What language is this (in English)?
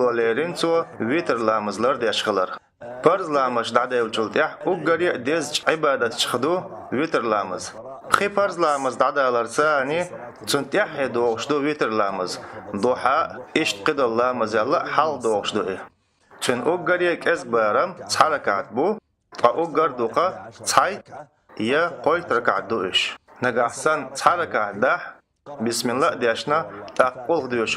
Chechen